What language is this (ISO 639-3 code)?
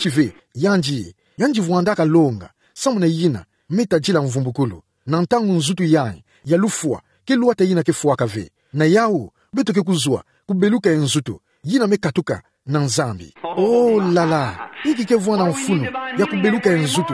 ktu